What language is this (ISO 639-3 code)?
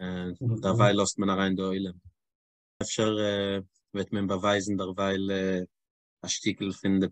yid